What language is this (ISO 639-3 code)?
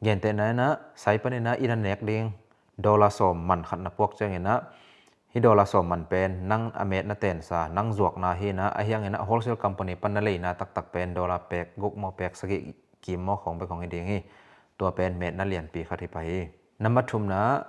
ctd